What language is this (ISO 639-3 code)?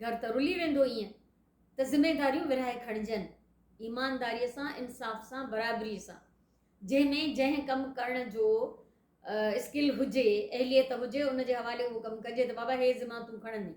snd